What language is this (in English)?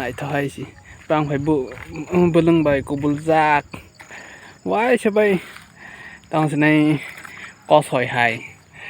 Kok Borok